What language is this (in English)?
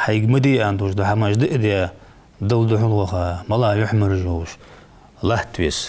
Ingush